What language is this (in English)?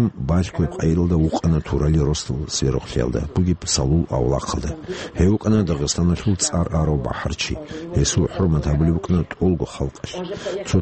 Avaric